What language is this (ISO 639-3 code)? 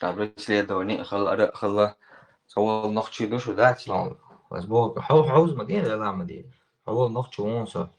che